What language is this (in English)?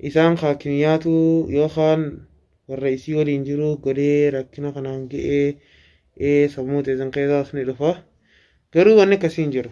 Oromo